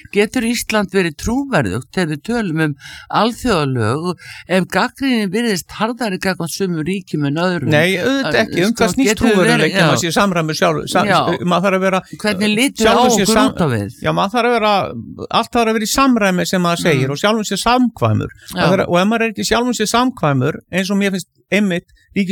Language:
Icelandic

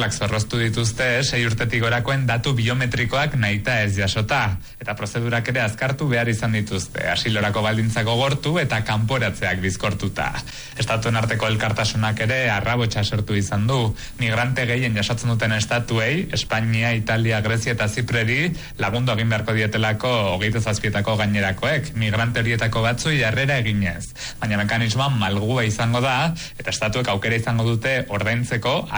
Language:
Basque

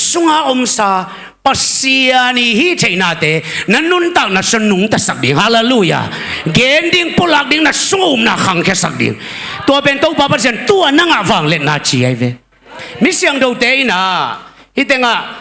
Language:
Tedim Chin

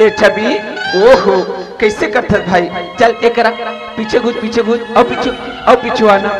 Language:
Chhattisgarhi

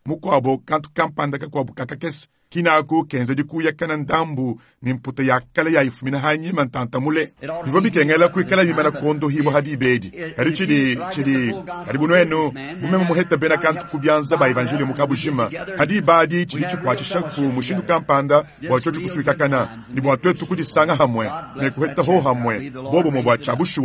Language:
Luba-Lulua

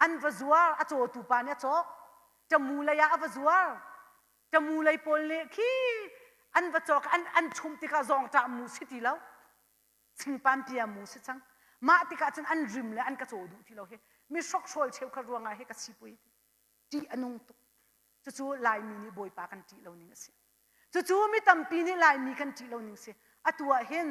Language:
Hakha Chin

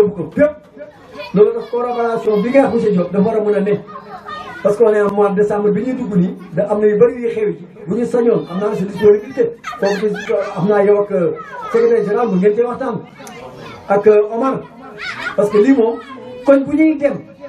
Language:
Wolof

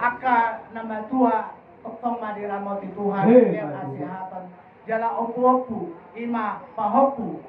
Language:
Batak Toba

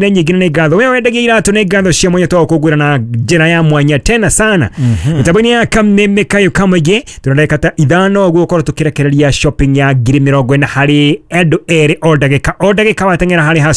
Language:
Kikuyu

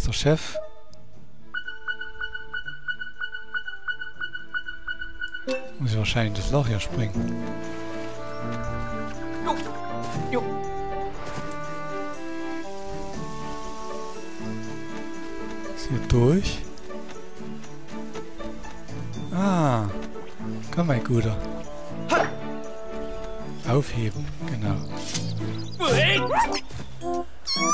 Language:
German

